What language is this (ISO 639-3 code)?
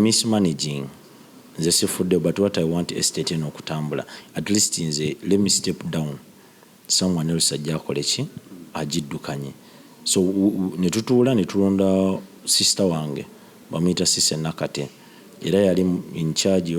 lug